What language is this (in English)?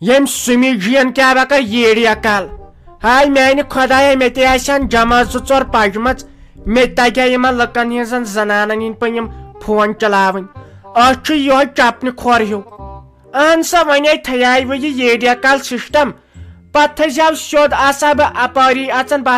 Kashmiri